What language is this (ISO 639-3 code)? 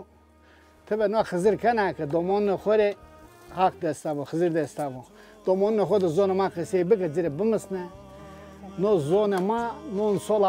zza